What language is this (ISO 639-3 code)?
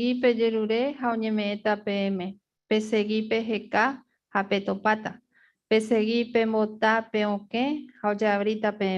grn